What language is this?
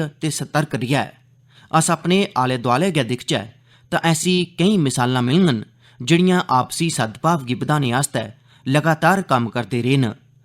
Dogri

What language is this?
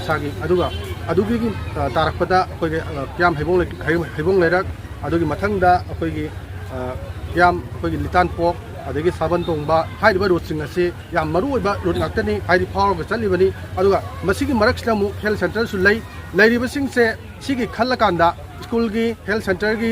Manipuri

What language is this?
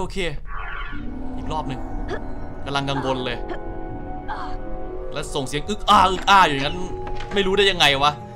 Thai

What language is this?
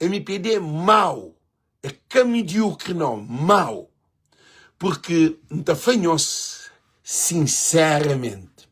Kabuverdianu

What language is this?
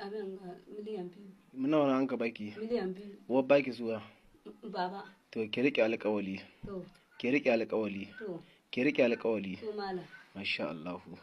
Hausa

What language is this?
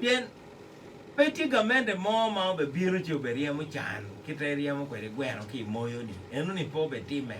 Acoli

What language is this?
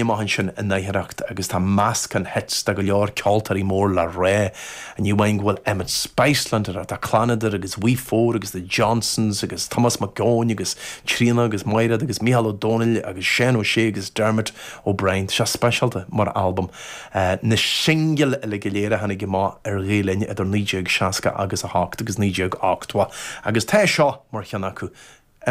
Irish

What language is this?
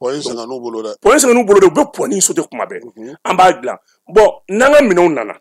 Bambara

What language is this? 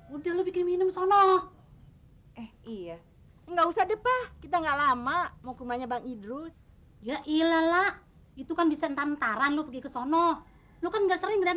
Betawi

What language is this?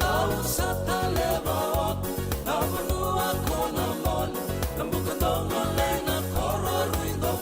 Fijian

